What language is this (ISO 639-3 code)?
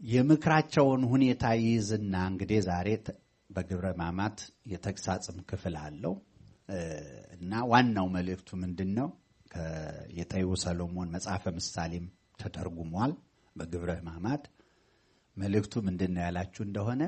amh